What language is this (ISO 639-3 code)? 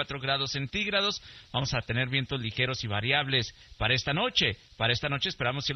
spa